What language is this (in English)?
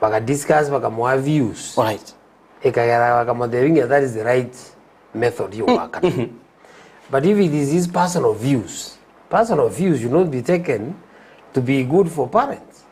Gusii